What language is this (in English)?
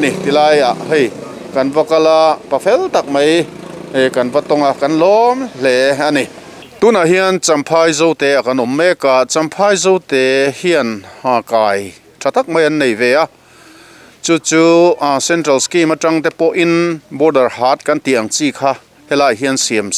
Mizo